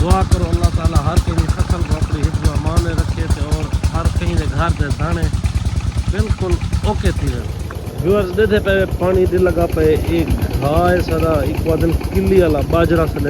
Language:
Saraiki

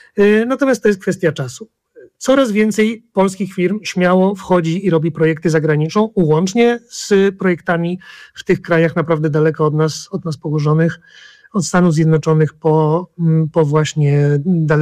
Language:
Polish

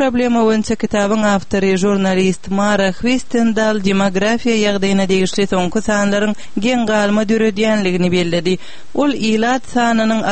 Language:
Turkmen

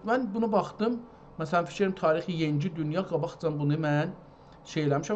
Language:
South Azerbaijani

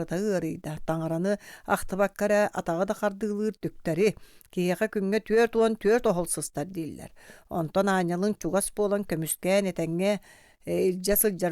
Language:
Yakut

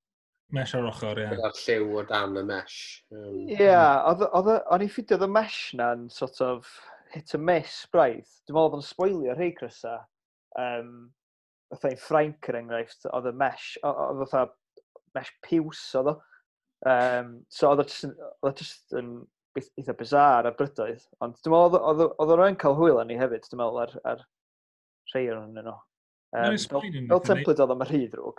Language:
Welsh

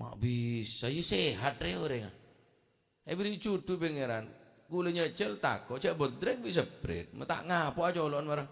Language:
Madurese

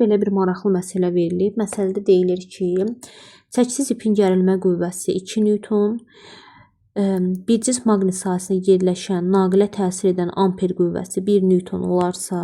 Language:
Azerbaijani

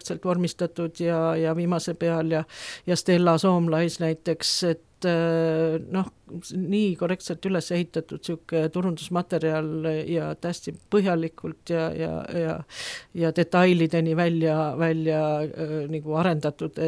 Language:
Estonian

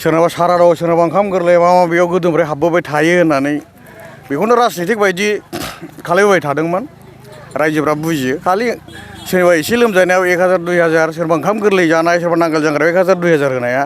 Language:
Bodo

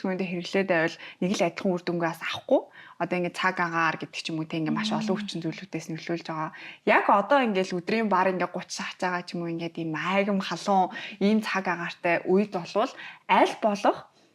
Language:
Mongolian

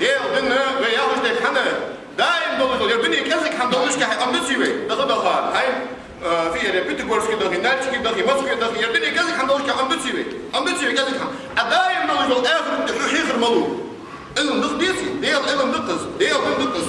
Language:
Ingush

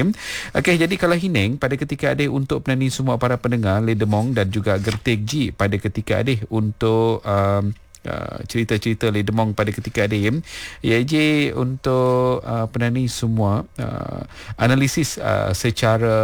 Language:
Malay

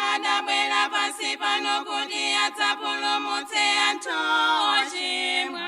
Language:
Nyanja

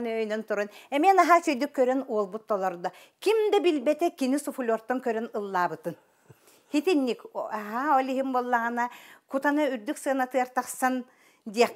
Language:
Yakut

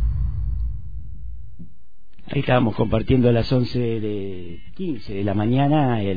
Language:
Spanish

